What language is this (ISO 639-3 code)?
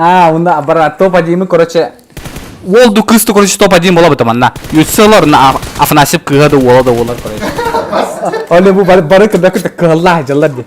sah